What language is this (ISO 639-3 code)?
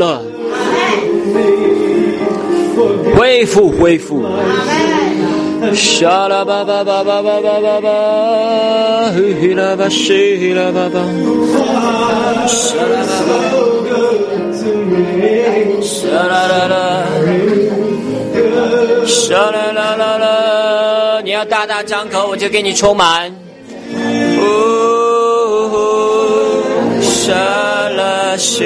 zho